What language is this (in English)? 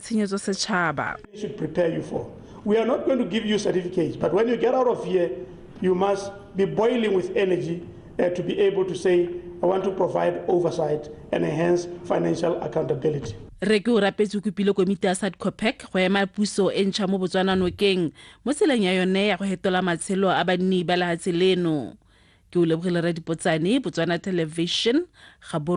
Tswana